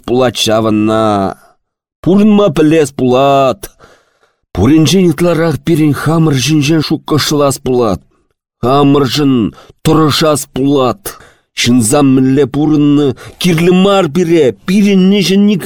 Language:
Chuvash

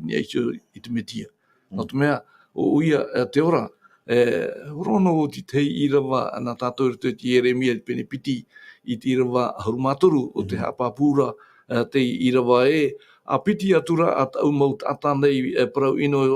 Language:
Tahitian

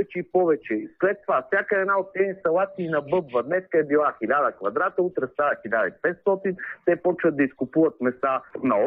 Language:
Bulgarian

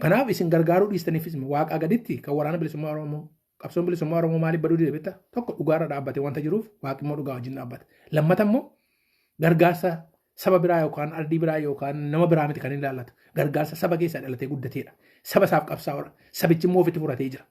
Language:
Oromo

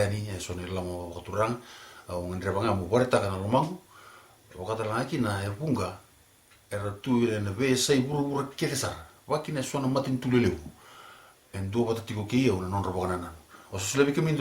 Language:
Fijian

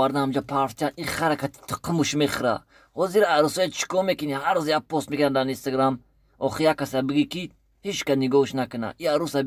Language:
Tajik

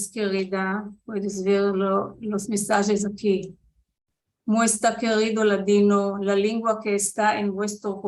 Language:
Ladino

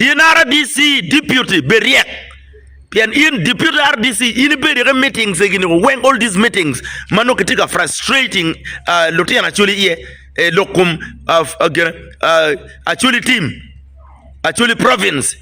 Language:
Acoli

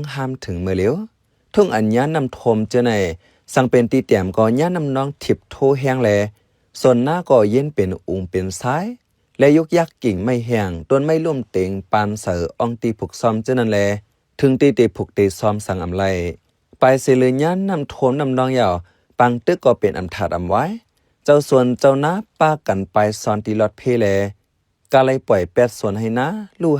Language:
Shan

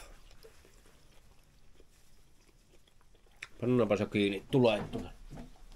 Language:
Finnish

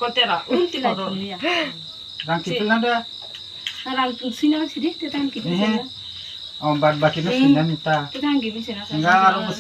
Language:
Kok Borok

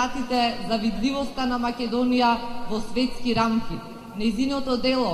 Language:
Macedonian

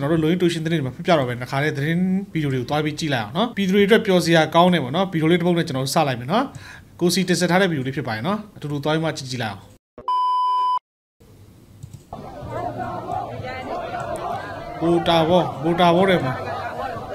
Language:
Burmese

